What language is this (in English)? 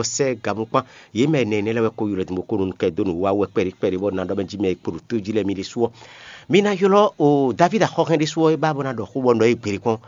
Fon